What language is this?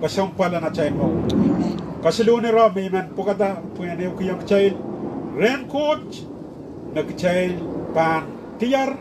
Pohnpeian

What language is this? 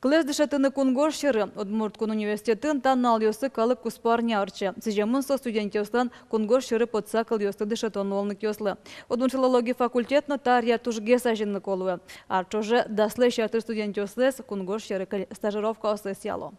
Udmurt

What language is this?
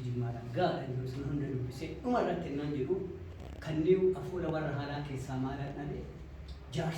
Oromo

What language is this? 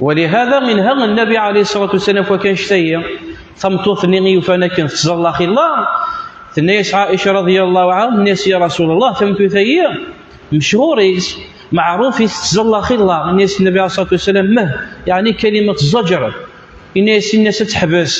Kabyle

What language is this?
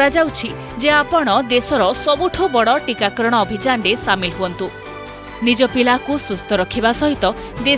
Odia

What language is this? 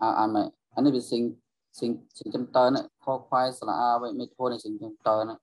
Shan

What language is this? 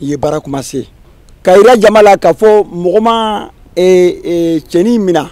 Bambara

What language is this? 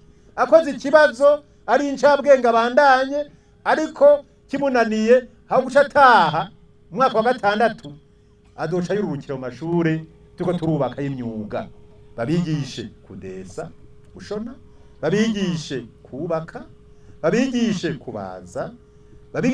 Rundi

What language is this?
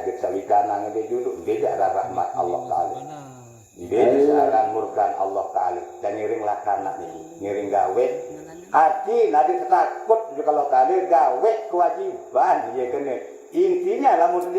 Sasak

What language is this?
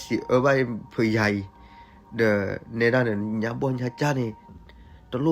S'gaw Karen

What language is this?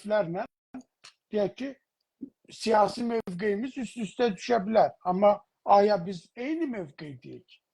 South Azerbaijani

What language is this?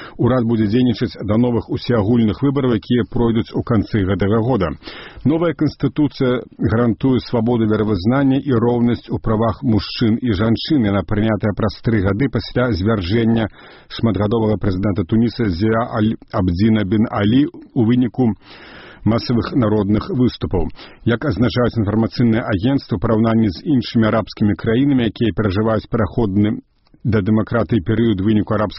Belarusian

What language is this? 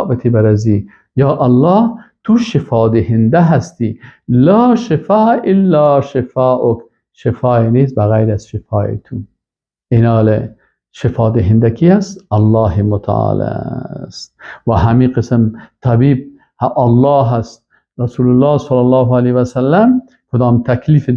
Persian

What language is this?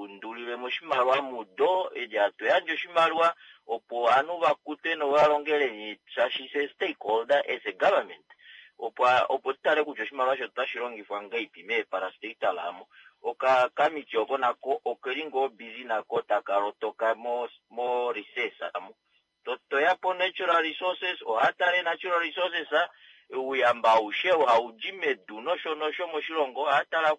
Kuanyama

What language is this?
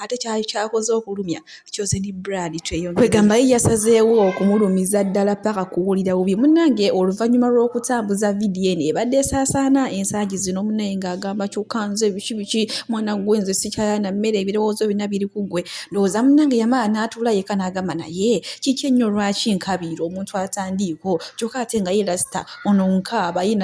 Ganda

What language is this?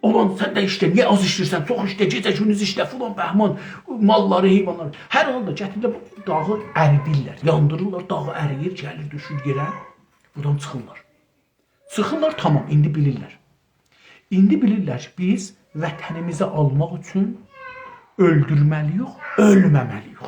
South Azerbaijani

